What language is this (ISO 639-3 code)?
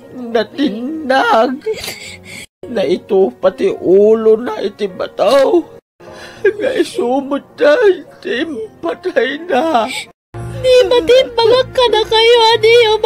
ilo